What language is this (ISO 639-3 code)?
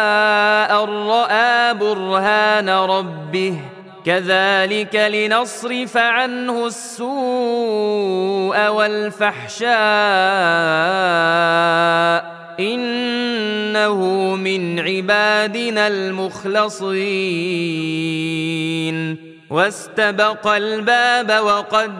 ara